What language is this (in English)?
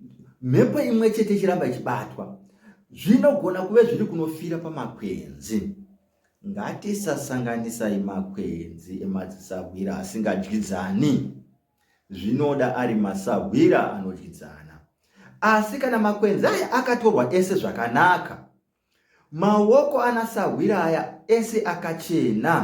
Shona